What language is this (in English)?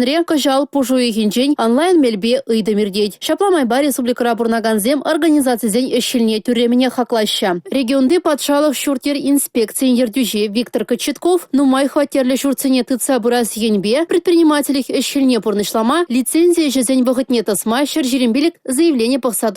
Chuvash